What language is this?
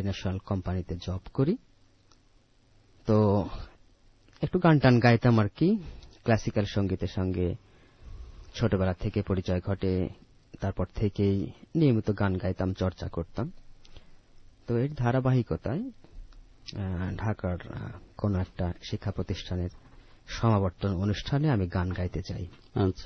Bangla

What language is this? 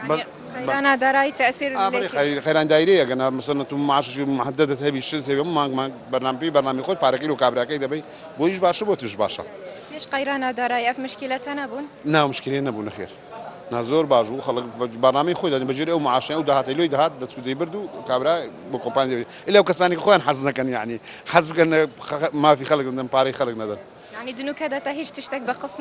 Central Kurdish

